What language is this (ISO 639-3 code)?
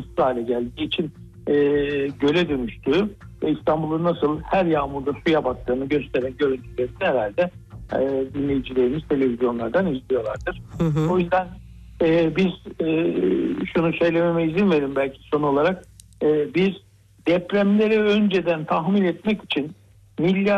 tur